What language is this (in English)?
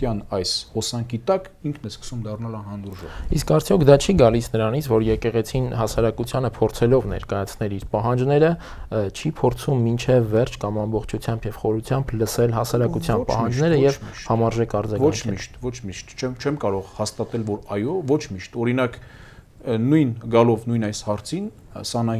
Armenian